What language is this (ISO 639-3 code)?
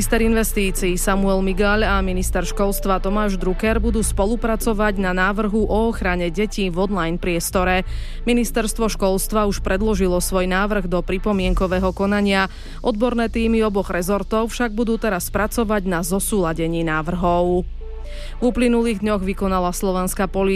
slk